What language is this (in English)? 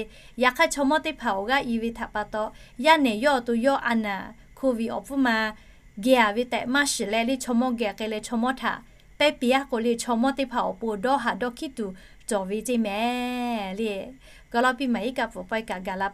Lahu